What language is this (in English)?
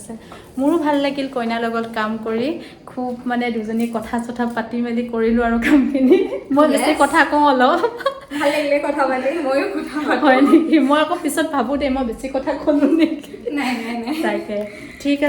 Assamese